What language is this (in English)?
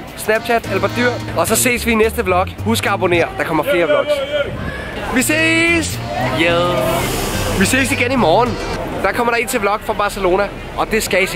Danish